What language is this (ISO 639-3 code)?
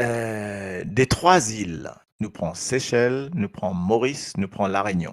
mfe